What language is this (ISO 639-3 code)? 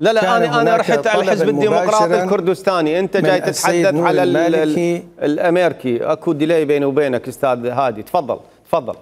acm